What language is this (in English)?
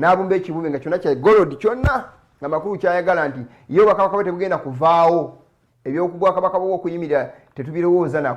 Ganda